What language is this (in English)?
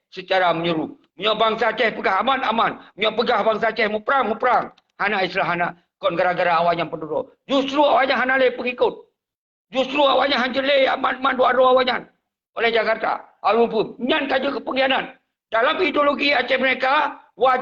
Achinese